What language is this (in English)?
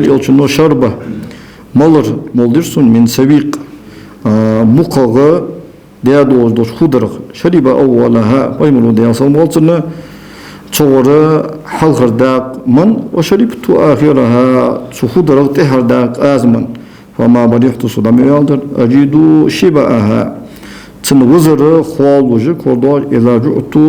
Ingush